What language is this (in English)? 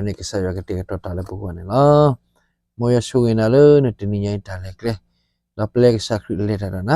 S'gaw Karen